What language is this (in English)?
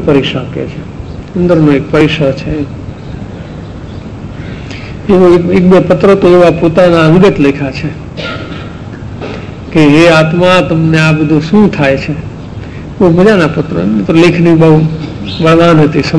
Gujarati